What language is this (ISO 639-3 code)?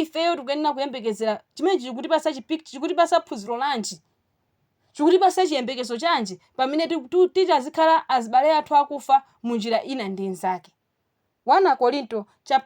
nya